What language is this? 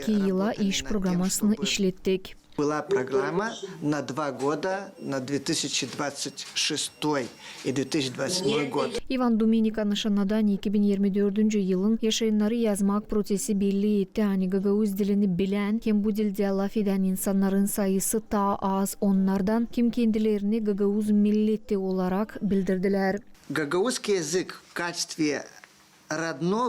Gagauz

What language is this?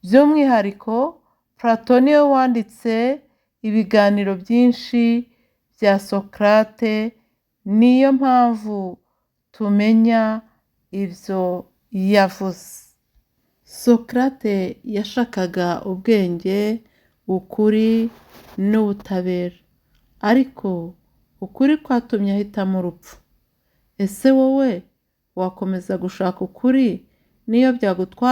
Kinyarwanda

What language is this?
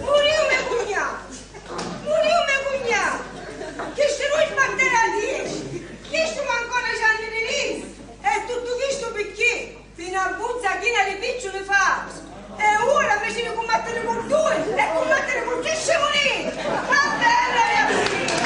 Sicilian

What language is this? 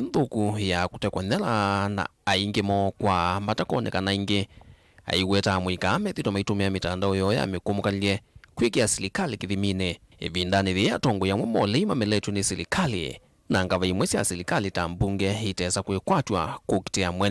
Kamba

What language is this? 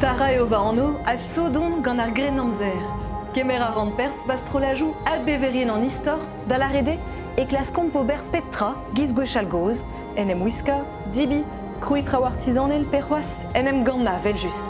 Breton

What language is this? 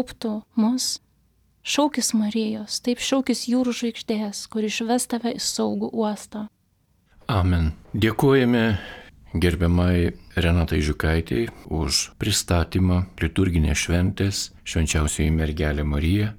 Lithuanian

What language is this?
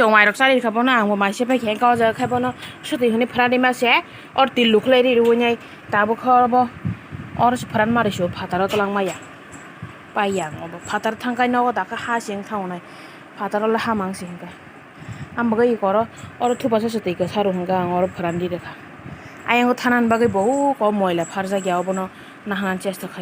Kok Borok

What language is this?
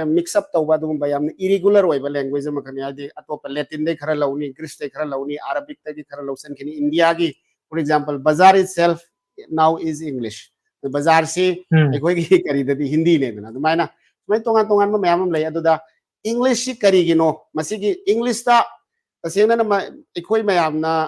Manipuri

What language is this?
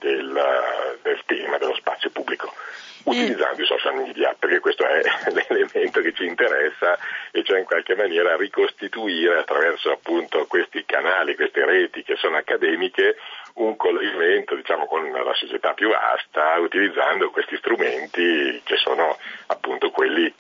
Italian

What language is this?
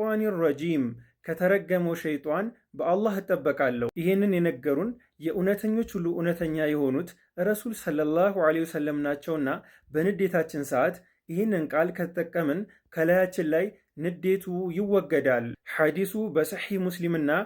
Amharic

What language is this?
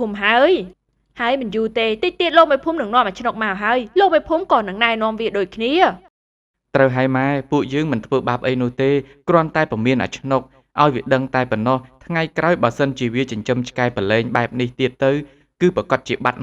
Khmer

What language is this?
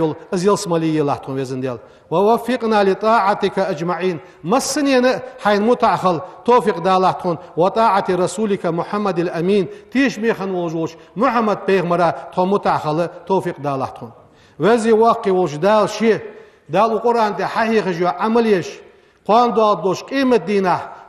Ingush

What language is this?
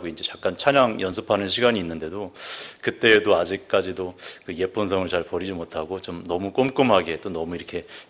Korean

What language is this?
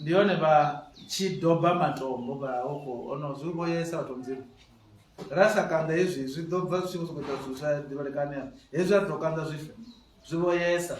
Venda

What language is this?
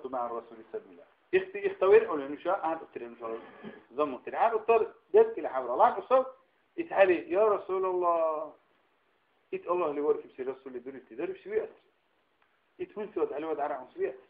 Dargwa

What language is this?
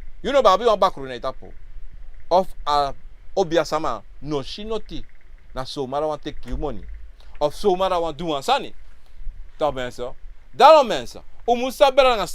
Sranan Tongo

